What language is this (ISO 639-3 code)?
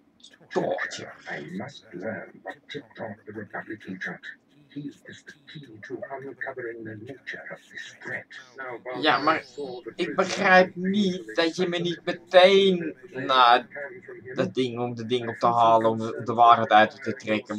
nld